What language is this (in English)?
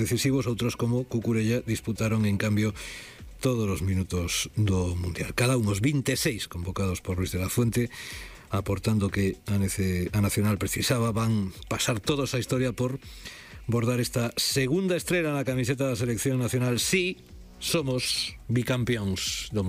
Galician